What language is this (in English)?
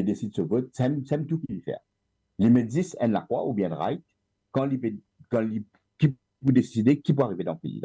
Morisyen